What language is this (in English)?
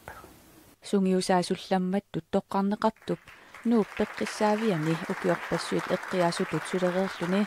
Kalaallisut